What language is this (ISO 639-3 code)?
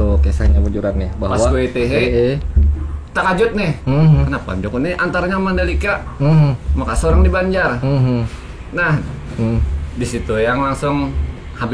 bjn